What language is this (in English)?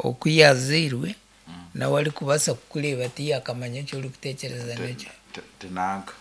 Nyankole